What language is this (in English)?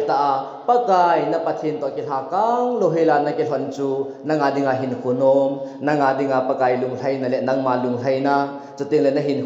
Thado Chin